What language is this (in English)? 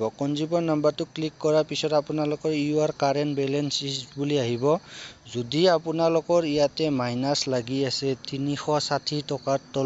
Assamese